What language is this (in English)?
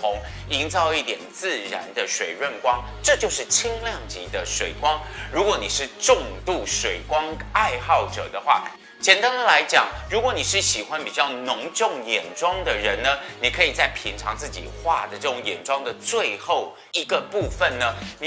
Chinese